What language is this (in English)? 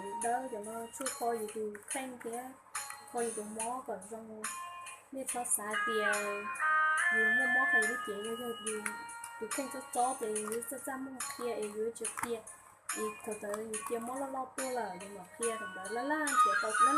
Hmong